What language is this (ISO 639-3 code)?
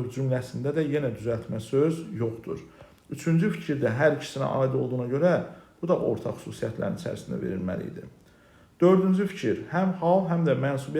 aze